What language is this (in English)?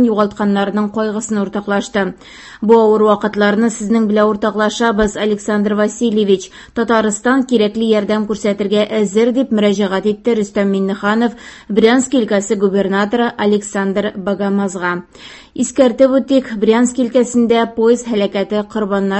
Tatar